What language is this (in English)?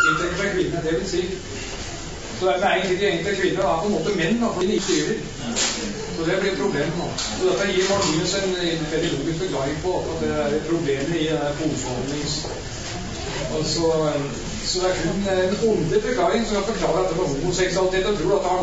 Norwegian